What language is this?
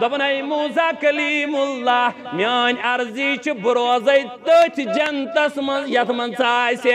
Kashmiri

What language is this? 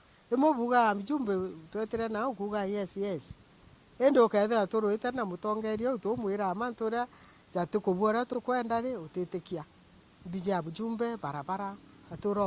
Meru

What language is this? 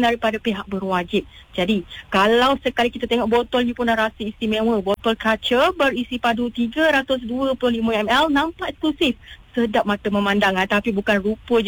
Malay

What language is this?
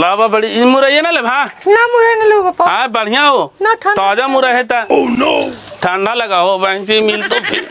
Magahi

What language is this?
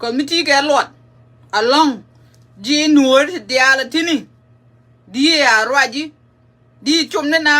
Nuer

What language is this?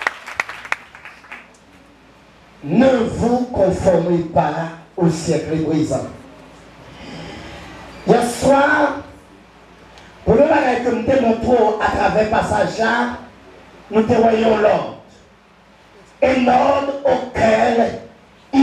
French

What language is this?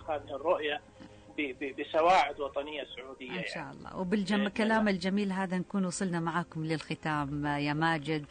Najdi Arabic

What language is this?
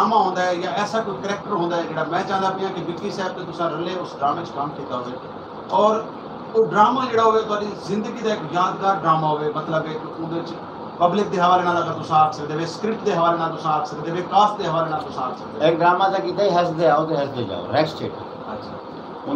Saraiki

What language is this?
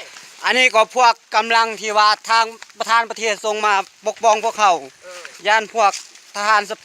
Lao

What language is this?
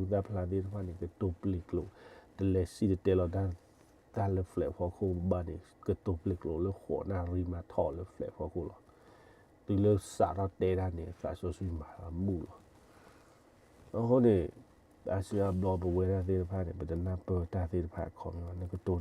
S'gaw Karen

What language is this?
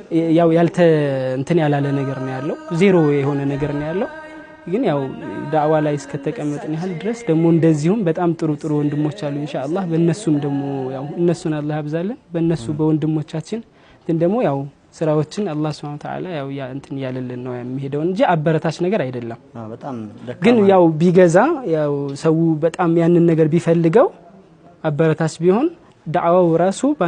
Amharic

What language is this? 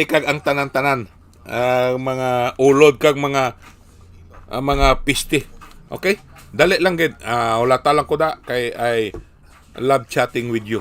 Hiligaynon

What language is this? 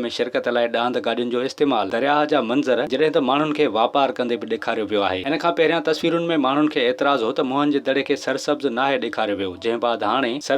Sindhi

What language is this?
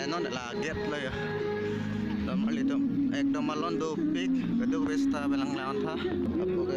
Karbi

